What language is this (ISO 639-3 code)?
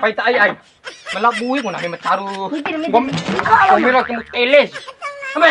bhp